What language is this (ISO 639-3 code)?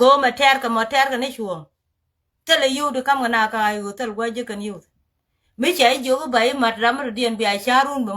nus